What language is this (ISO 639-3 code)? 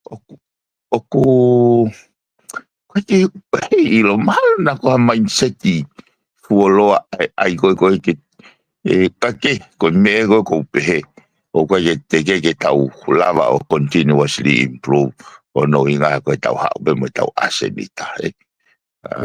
ton